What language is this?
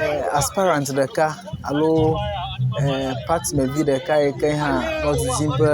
Ewe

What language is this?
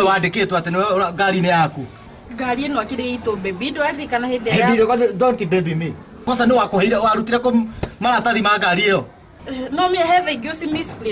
Kikuyu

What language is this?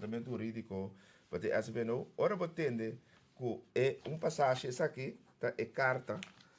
Papiamento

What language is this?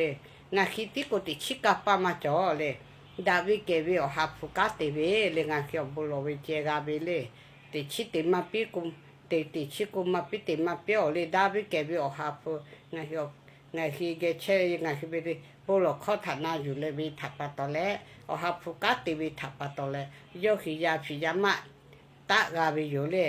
Lahu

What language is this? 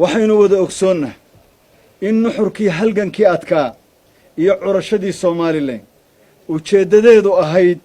Somali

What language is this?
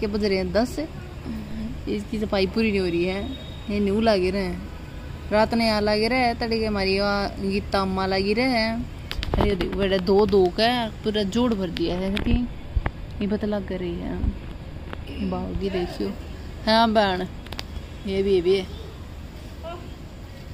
Hindi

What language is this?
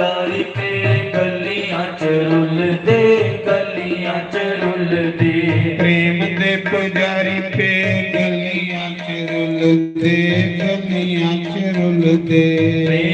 Dogri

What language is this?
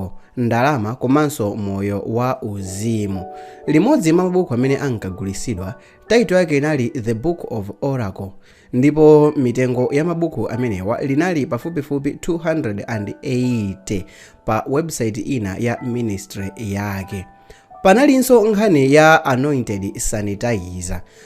Nyanja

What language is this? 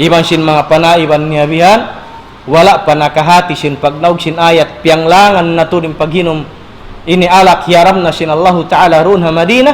Tausug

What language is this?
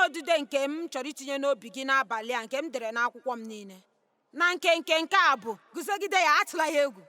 Igbo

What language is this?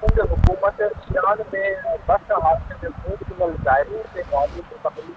Sindhi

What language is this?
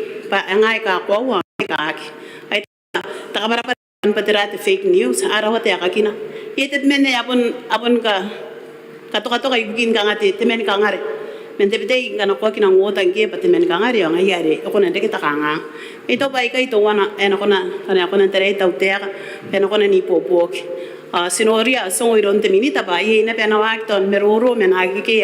Gilbertese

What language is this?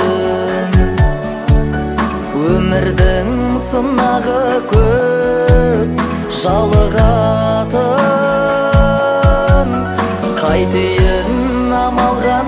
Kazakh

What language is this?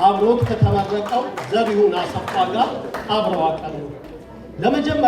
Amharic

